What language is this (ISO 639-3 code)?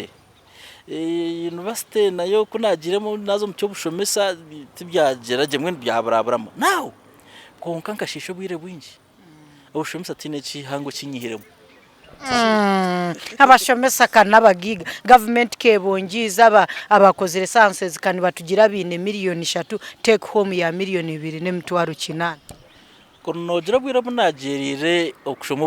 nyn